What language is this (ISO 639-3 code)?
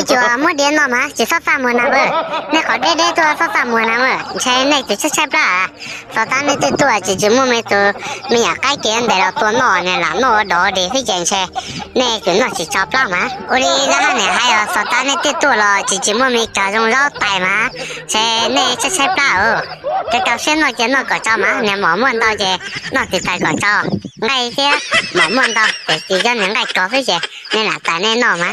hmn